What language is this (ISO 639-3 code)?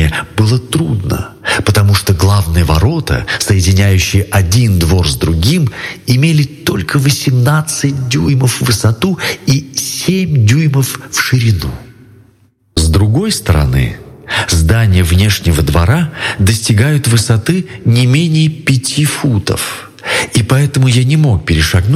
rus